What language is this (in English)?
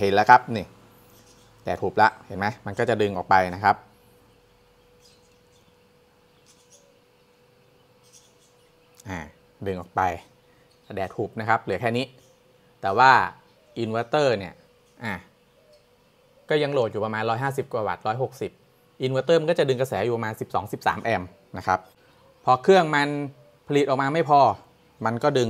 Thai